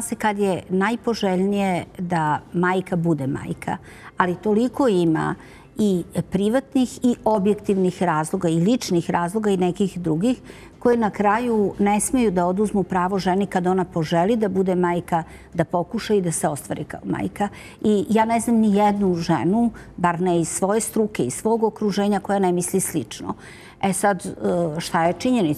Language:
Serbian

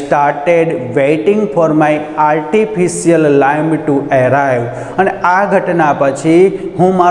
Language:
Gujarati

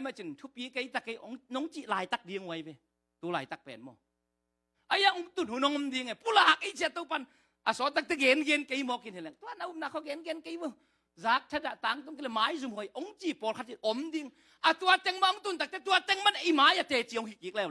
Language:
Tedim Chin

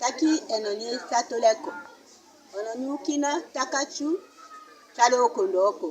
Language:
Tetela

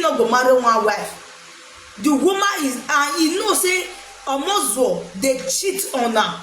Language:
Nigerian Pidgin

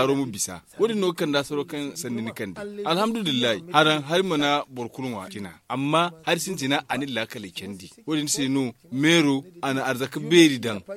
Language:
Zarma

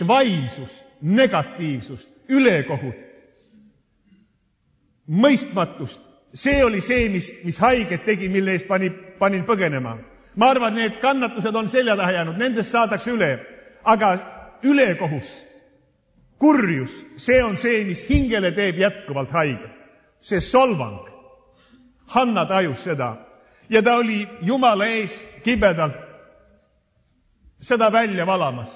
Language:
Estonian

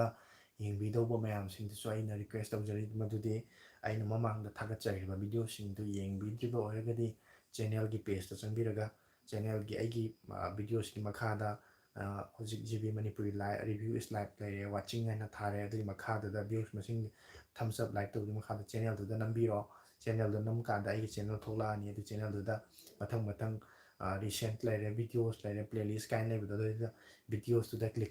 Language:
Manipuri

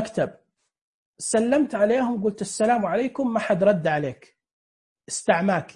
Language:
Najdi Arabic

